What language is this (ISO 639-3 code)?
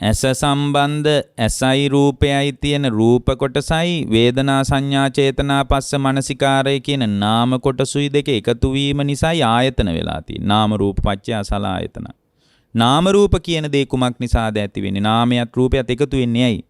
sin